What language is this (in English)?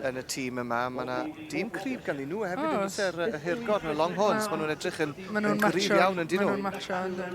Welsh